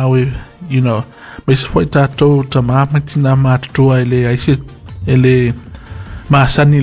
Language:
Samoan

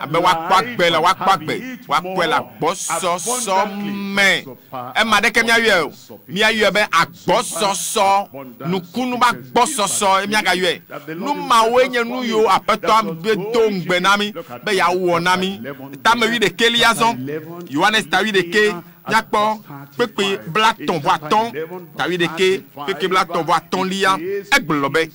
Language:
Ewe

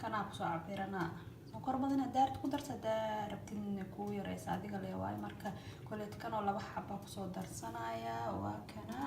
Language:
Somali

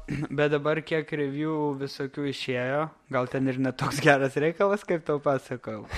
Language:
Lithuanian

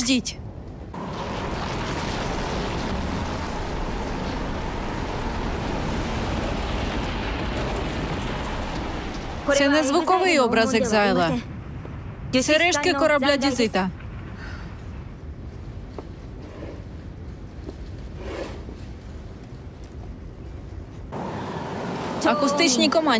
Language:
Ukrainian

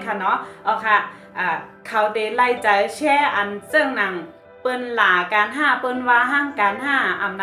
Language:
Shan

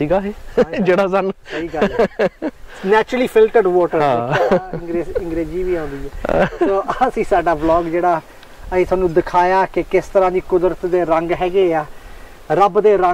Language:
Punjabi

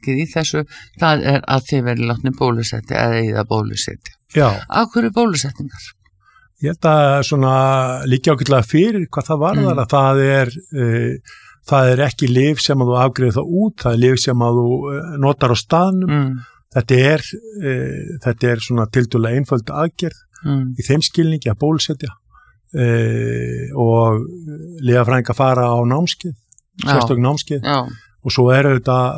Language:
Icelandic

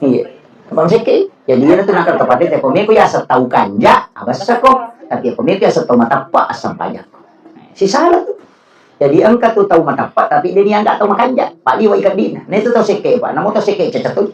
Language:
Buginese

